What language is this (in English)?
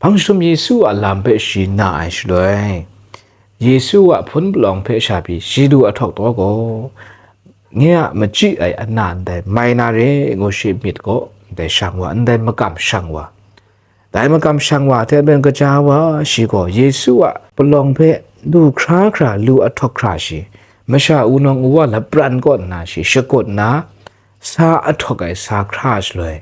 Kachin